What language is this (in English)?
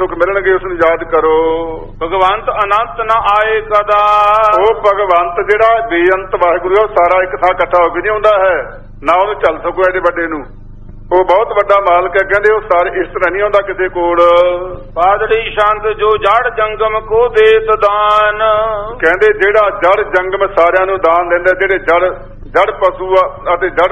Punjabi